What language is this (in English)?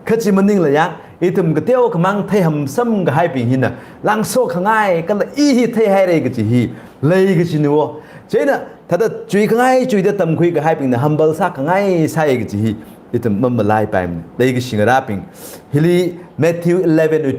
Tangkhul Naga (India)